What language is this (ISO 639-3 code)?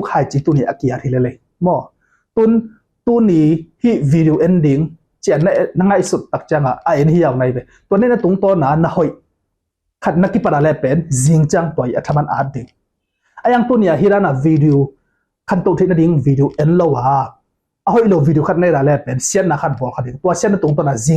ctd